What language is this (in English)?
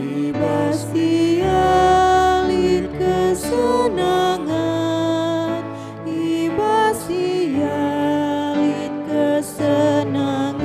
Batak Karo